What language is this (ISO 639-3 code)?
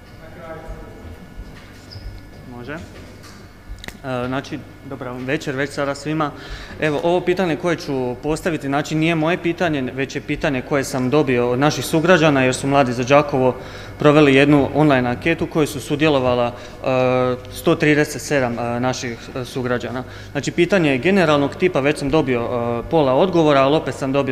hrv